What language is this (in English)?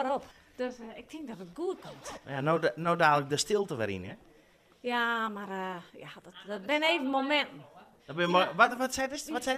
Western Frisian